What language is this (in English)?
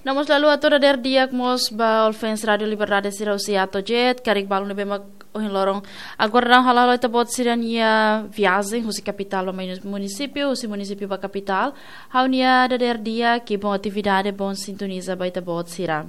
Tetum